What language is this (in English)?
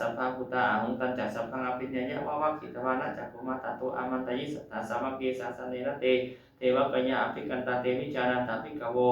Pali